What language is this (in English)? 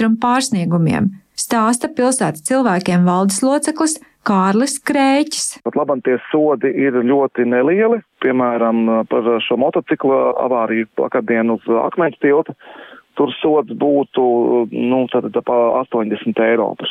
Latvian